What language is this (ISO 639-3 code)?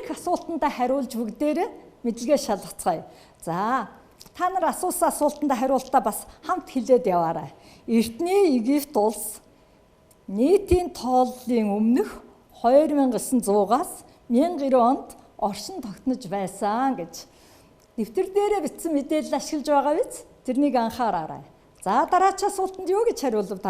mon